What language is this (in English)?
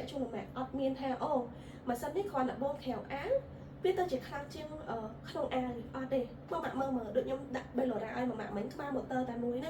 Khmer